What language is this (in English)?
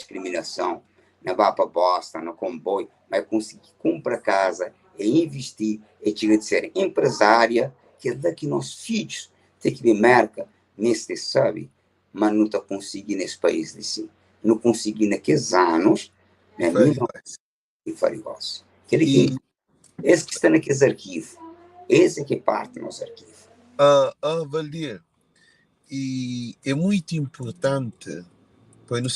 Kabuverdianu